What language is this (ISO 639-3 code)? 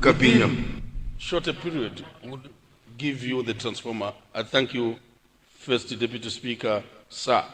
nya